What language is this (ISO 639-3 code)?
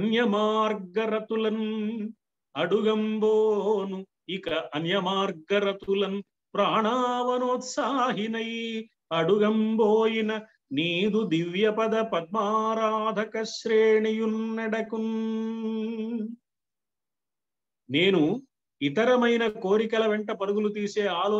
tel